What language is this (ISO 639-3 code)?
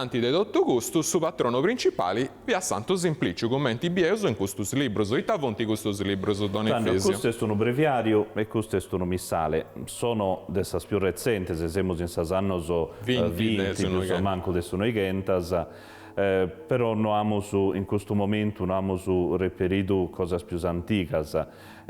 srd